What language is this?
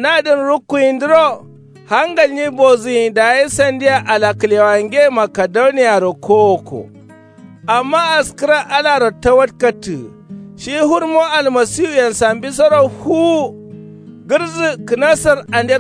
Kanuri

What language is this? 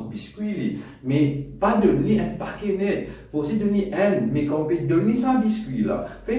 Morisyen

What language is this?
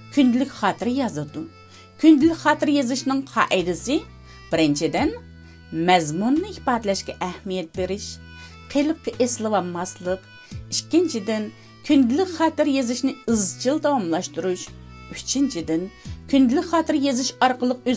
Uyghur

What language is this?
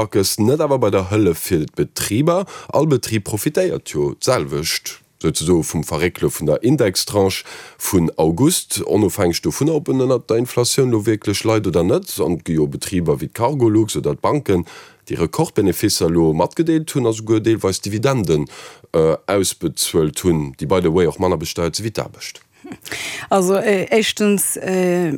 Luxembourgish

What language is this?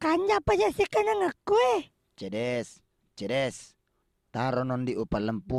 Buginese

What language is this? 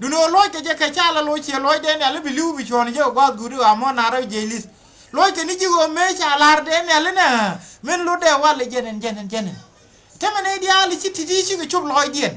Nuer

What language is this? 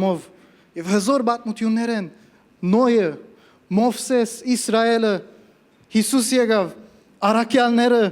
Western Armenian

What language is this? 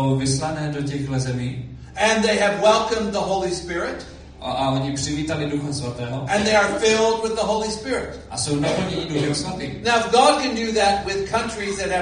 Czech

